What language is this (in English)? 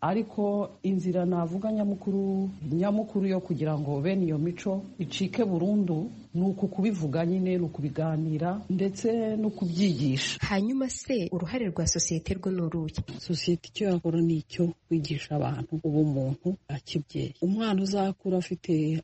Kinyarwanda